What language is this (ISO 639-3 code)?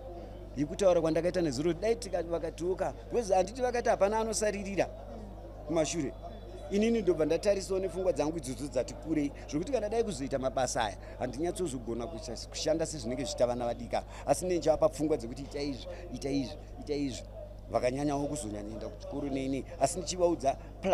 sna